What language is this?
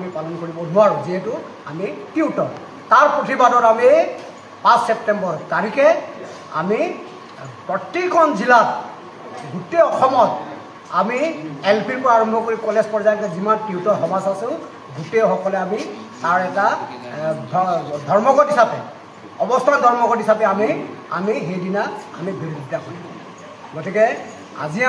Assamese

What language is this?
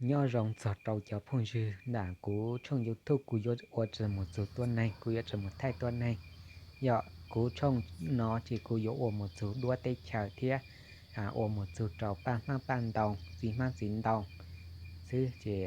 Hmong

